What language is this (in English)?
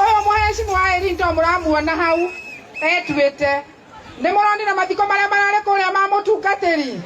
Kikuyu